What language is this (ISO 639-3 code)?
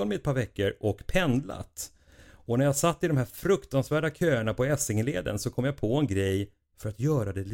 swe